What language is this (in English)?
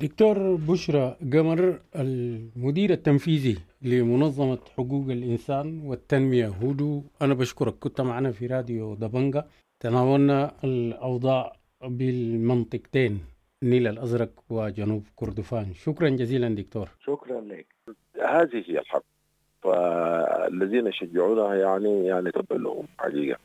Sudanese Arabic